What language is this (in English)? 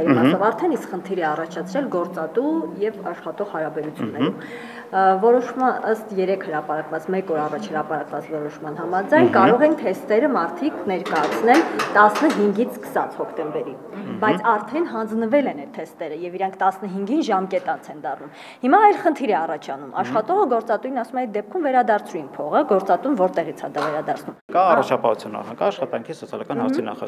Armenian